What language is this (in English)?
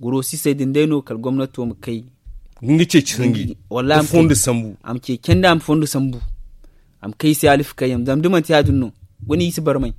Zarma